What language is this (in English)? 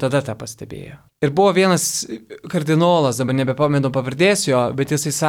Lithuanian